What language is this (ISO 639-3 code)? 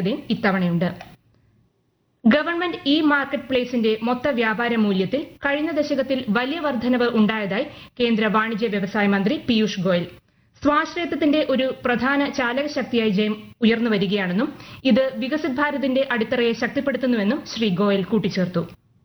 mal